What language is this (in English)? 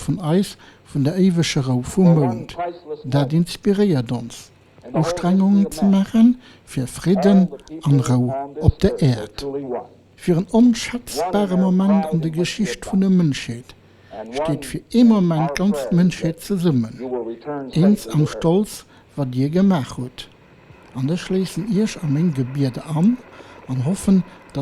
Luxembourgish